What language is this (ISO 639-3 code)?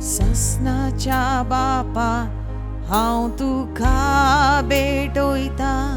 kok